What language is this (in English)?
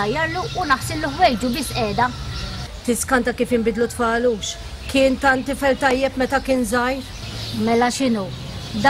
Maltese